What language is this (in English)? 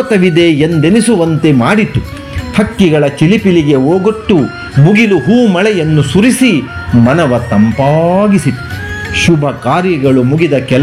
Kannada